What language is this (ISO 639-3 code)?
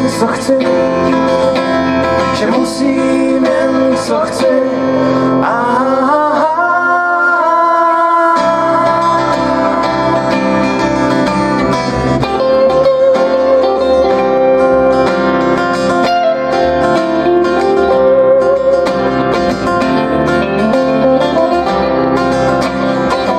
ces